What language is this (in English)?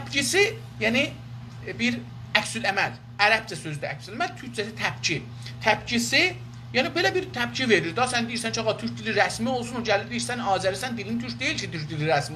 South Azerbaijani